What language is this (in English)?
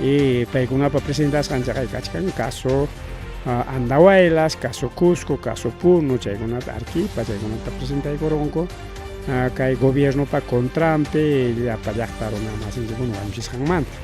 Ayacucho Quechua